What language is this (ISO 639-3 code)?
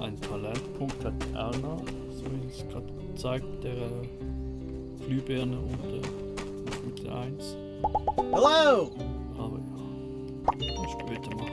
gsw